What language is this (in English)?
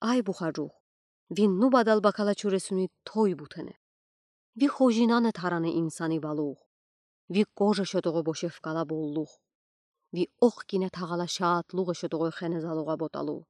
Udi